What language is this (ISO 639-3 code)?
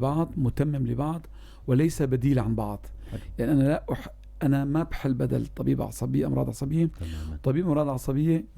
apc